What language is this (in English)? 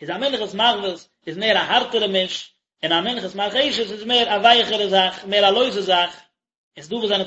Yiddish